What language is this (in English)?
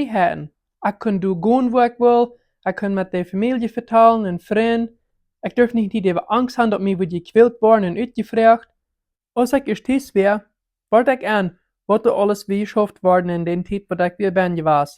Plautdietsch